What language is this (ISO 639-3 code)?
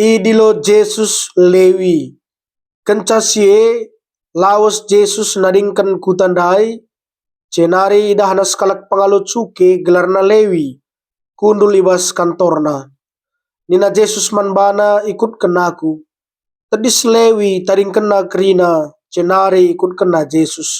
btx